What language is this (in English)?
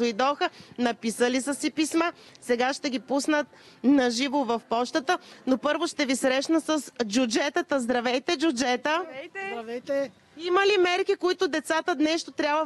Bulgarian